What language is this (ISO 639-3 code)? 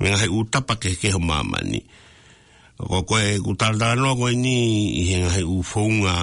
ton